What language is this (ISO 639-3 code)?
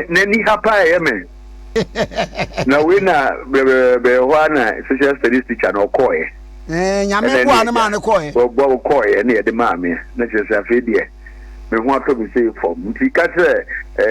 aka